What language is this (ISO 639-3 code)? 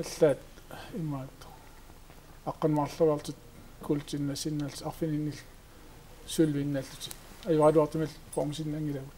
kal